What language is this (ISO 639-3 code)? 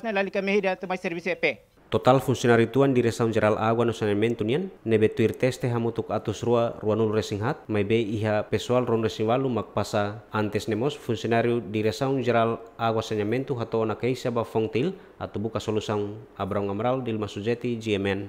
tet